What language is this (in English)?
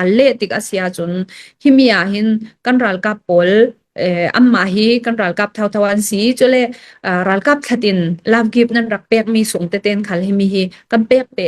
Hakha Chin